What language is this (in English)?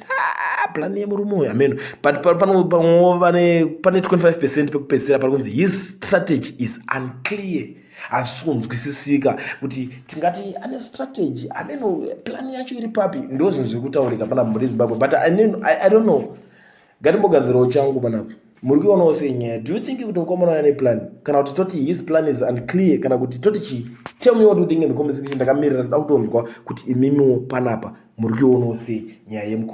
Shona